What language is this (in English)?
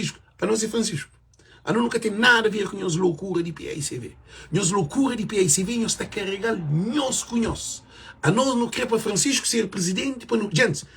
Kabuverdianu